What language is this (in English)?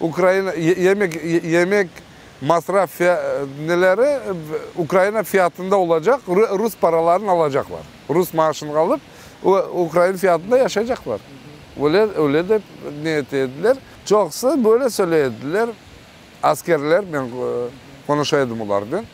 Crimean Tatar